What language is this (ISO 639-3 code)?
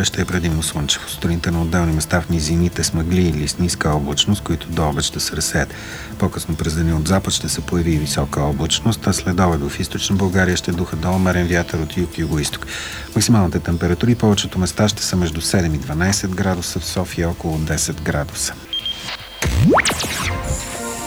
bul